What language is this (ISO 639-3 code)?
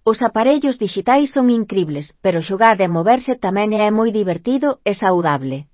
glg